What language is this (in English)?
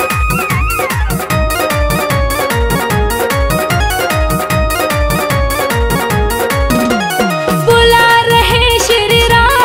Hindi